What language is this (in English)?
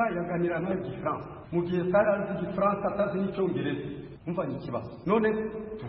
Kinyarwanda